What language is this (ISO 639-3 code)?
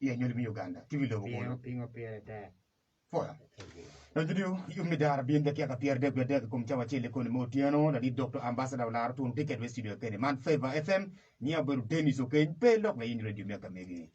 ach